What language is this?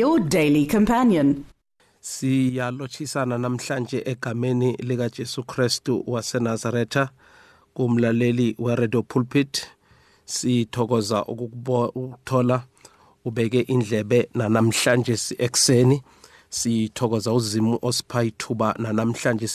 South Ndebele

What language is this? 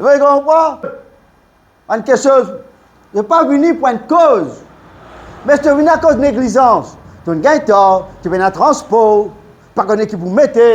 Morisyen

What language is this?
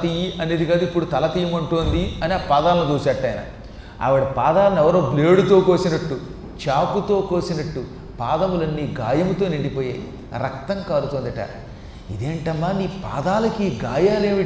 Telugu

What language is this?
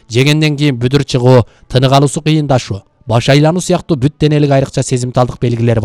Kyrgyz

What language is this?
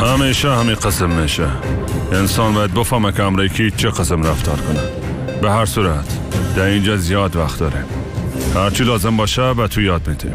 Persian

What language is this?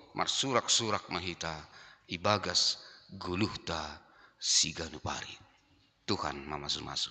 Batak Simalungun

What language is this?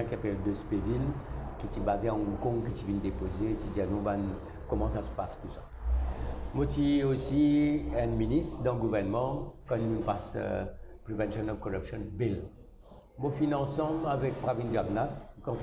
Morisyen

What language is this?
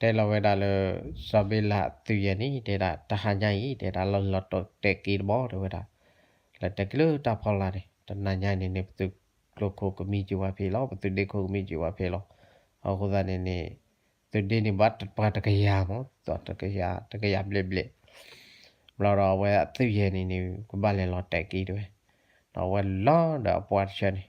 S'gaw Karen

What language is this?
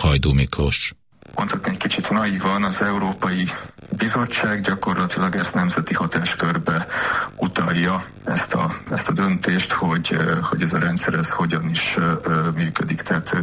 Hungarian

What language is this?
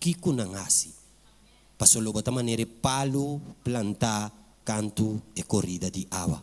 Papiamento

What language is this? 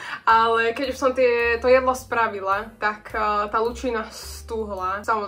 Slovak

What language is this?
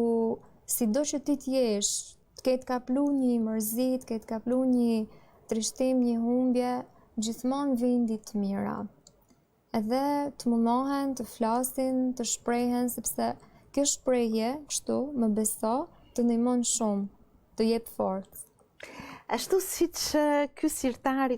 Albanian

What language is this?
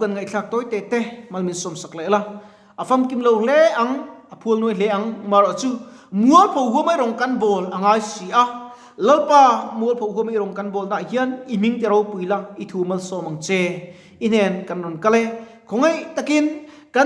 Mizo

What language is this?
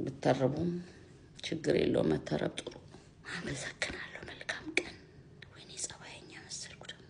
Amharic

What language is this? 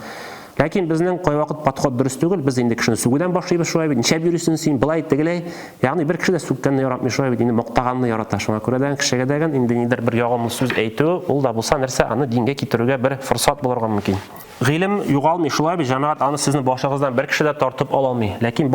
Tatar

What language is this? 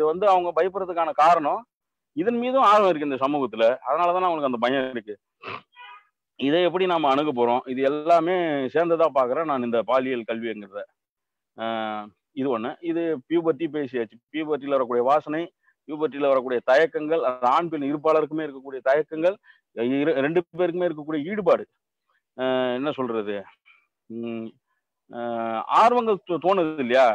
Tamil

